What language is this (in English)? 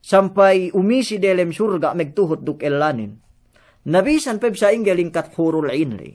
Yakan